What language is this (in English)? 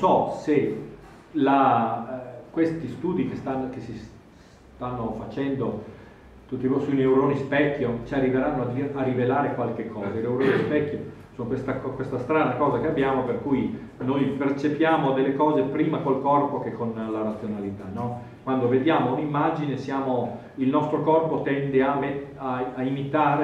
Italian